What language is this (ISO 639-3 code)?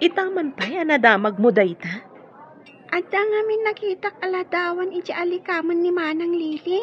ilo